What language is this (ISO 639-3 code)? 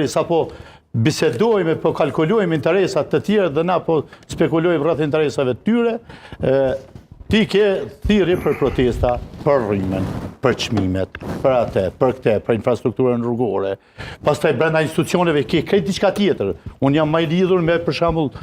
sqi